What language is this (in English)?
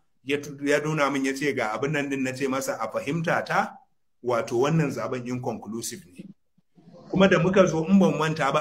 Hausa